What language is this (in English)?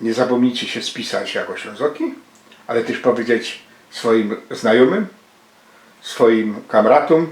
Silesian